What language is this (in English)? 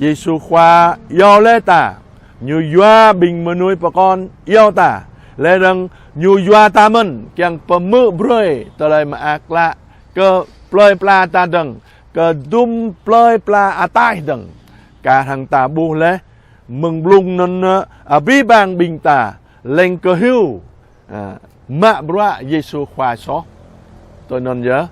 Jarai